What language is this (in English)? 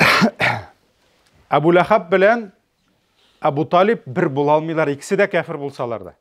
Tatar